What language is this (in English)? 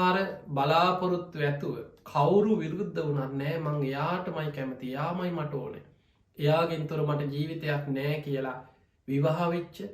Sinhala